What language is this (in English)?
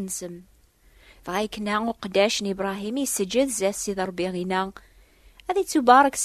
Kabyle